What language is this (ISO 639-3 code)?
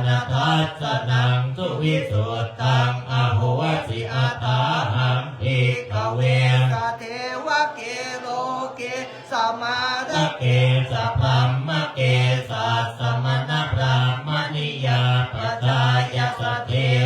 pli